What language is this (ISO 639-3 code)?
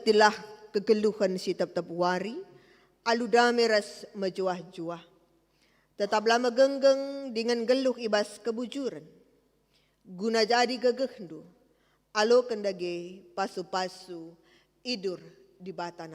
btx